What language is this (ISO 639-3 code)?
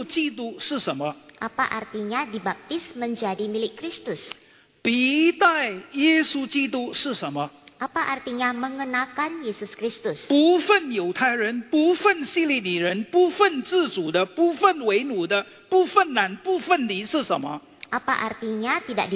ind